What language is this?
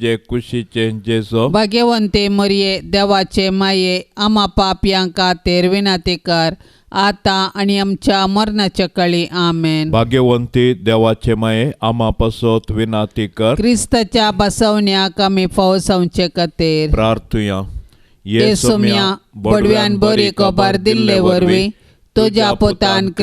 Konkani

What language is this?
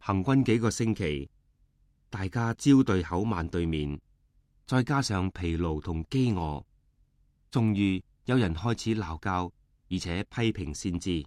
Cantonese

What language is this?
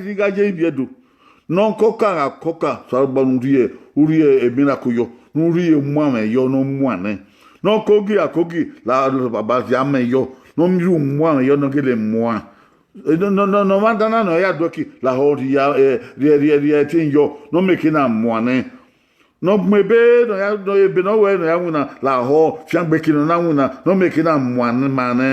Bini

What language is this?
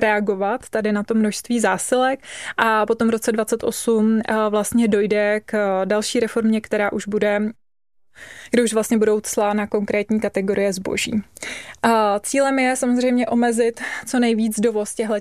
Czech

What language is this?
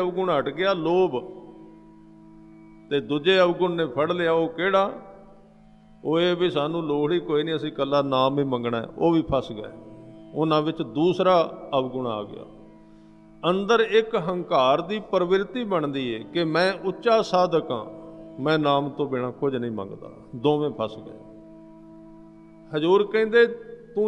Punjabi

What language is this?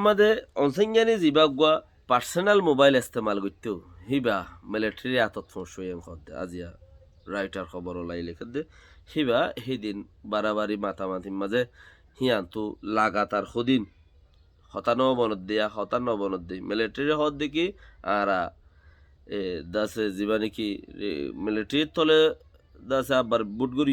Rohingya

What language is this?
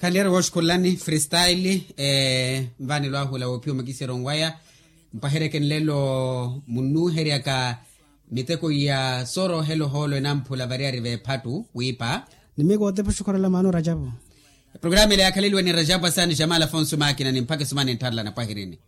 Makhuwa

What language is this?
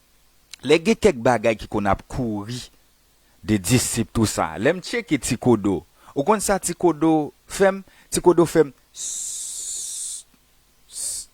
Haitian Creole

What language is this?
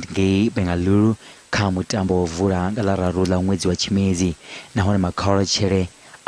Venda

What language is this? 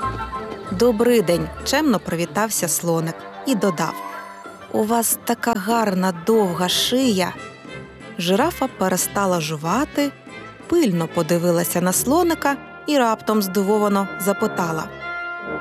Ukrainian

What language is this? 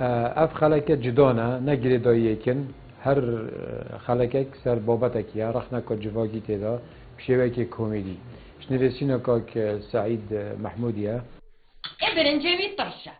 Kurdish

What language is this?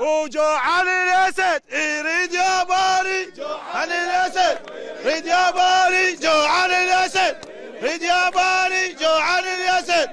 Mesopotamian Arabic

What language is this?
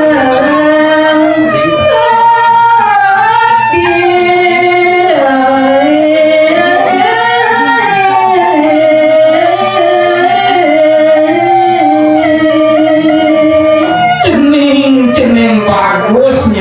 Balinese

